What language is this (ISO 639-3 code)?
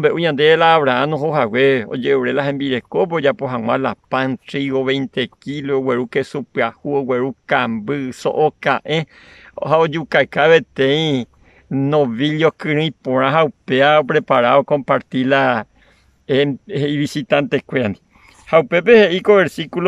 grn